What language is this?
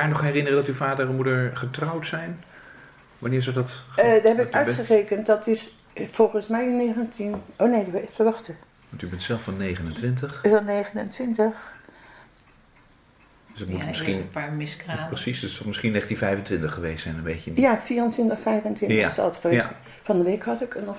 Dutch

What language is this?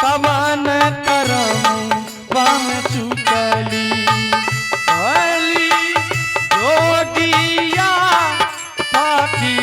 Angika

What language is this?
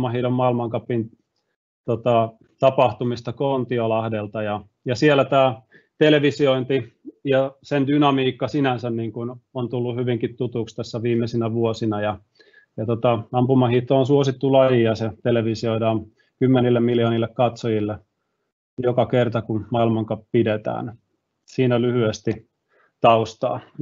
Finnish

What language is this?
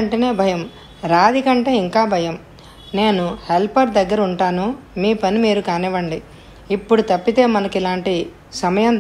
Telugu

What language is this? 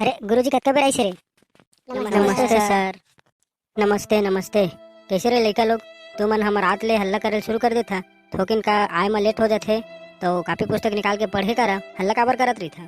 Chhattisgarhi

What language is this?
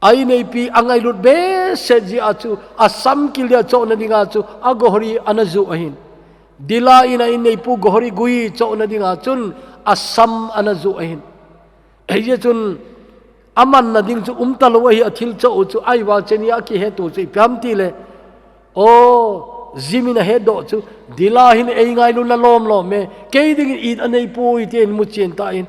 Thado Chin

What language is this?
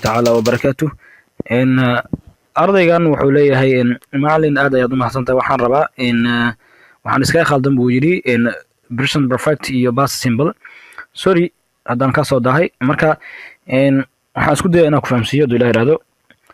Somali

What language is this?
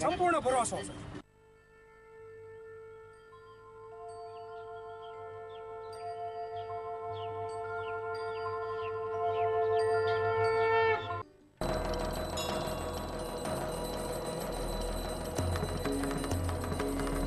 Gujarati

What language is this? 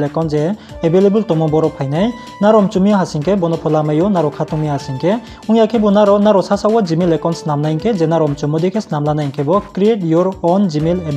Riang (India)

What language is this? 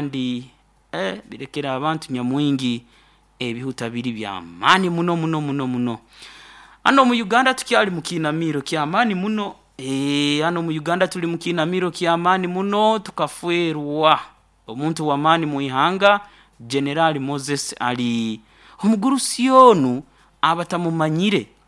Nyoro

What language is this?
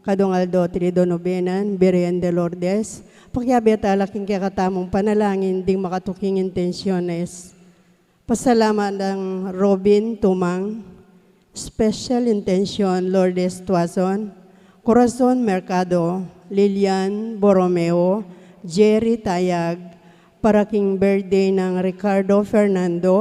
Pampanga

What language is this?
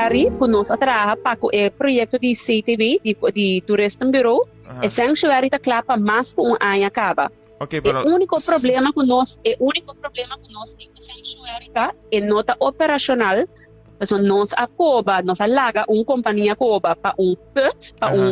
Papiamento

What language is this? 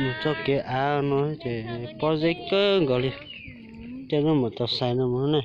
Hmong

